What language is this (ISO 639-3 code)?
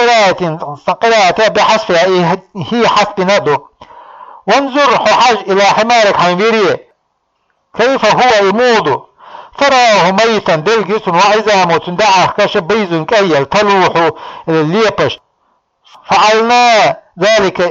che